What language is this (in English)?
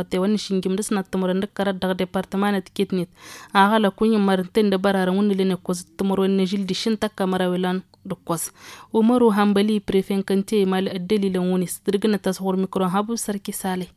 Tamasheq